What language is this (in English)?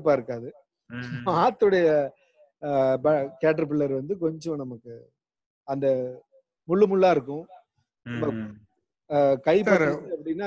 Tamil